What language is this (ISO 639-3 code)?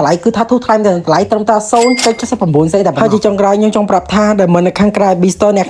khm